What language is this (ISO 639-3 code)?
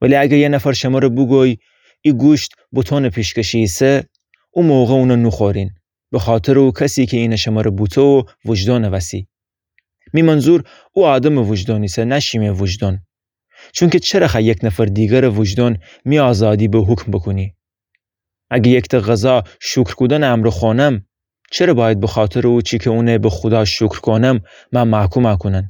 glk